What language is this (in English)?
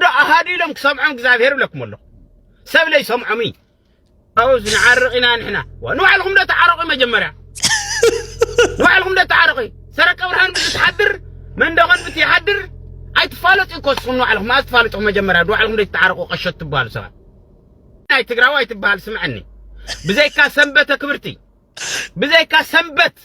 Tigrinya